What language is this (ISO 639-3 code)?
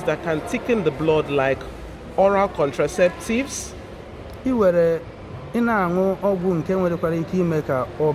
ibo